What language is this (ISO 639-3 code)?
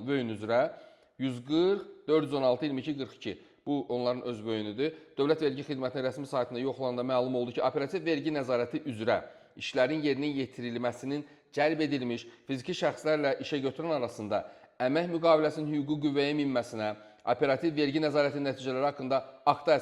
aze